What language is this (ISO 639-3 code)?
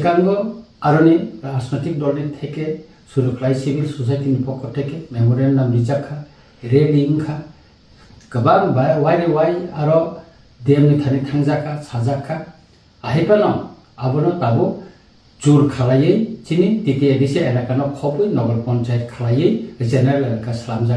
trp